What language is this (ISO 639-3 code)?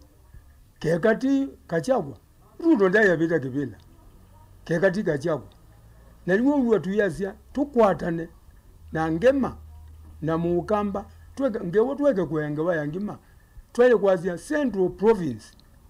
kam